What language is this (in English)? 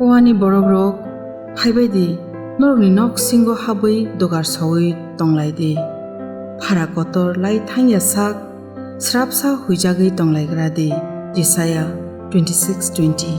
Kok Borok